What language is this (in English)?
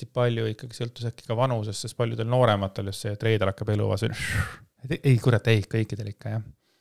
Estonian